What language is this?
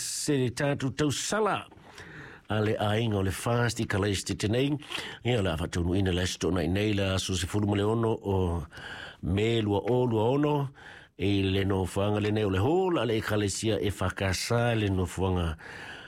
Samoan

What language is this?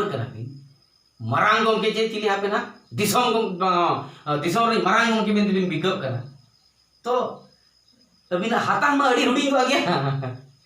Santali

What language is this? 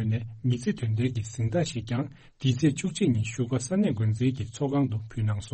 Tibetan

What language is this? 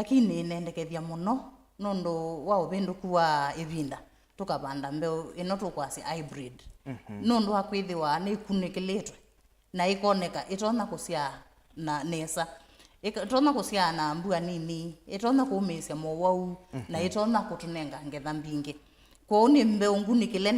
Kamba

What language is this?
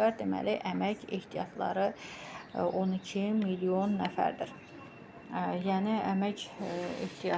Azerbaijani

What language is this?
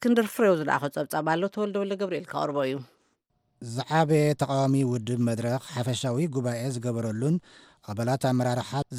Tigrinya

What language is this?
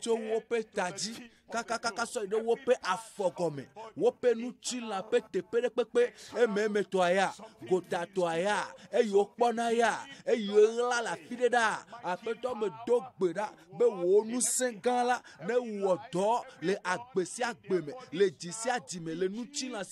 Ewe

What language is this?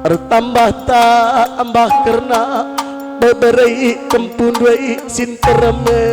Batak Karo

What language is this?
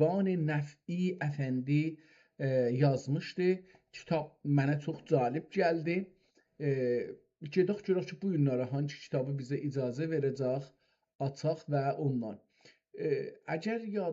South Azerbaijani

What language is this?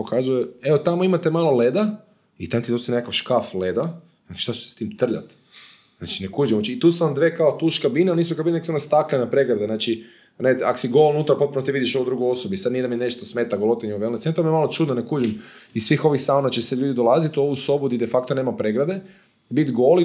Croatian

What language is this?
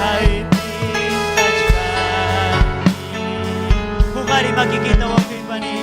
Ayacucho Quechua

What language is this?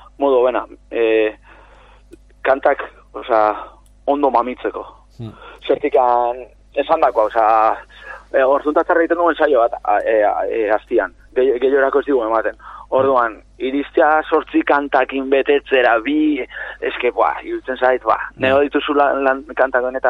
Basque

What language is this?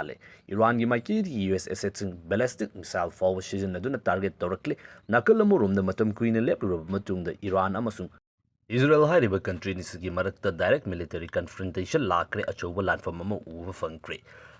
Manipuri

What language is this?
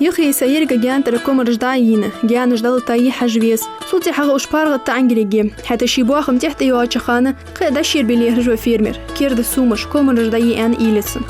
Ingush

